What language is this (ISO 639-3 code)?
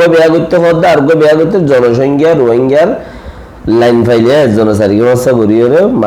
rhg